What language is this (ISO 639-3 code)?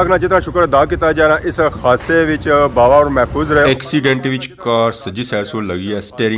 phr